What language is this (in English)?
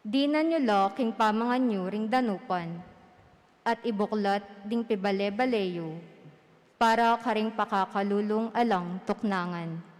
Pampanga